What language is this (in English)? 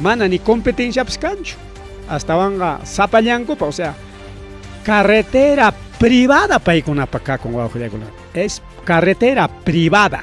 Ayacucho Quechua